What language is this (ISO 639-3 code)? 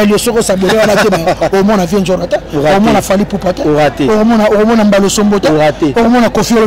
lin